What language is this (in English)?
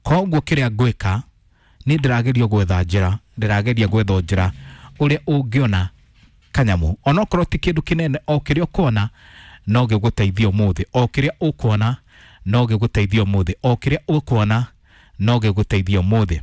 Kikuyu